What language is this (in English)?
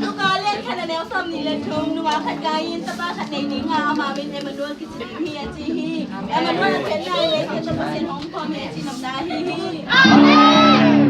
Tedim Chin